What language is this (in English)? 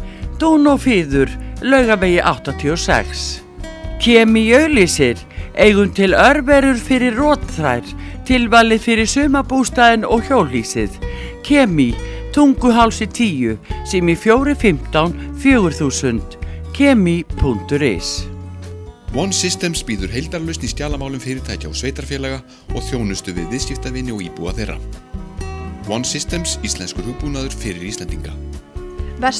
Icelandic